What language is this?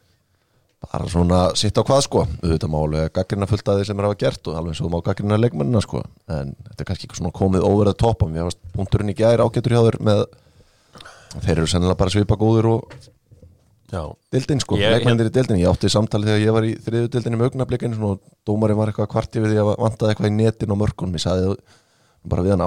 Icelandic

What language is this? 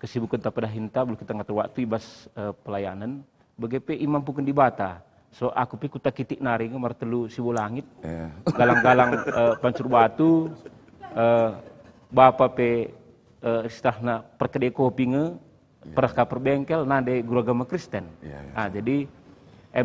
Batak Karo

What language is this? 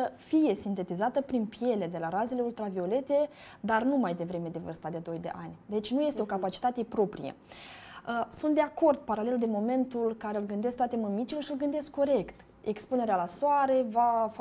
Romanian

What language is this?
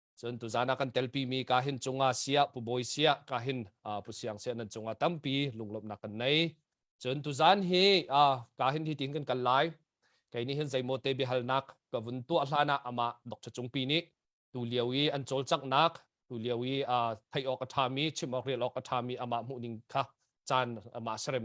Hakha Chin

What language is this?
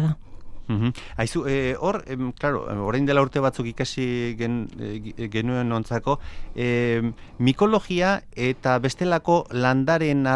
Basque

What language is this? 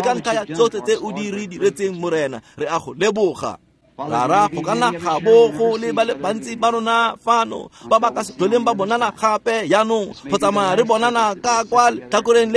Tswana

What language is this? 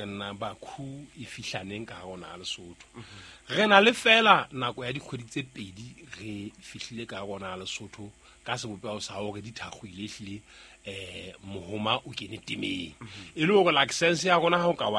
Southern Sotho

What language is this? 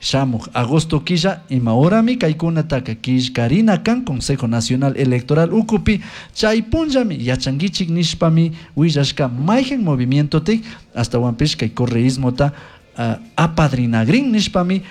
Chimborazo Highland Quichua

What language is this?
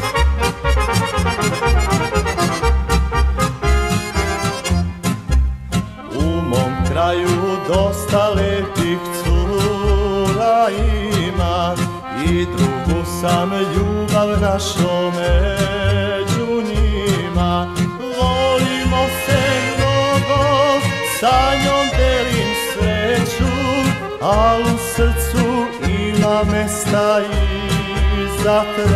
Serbian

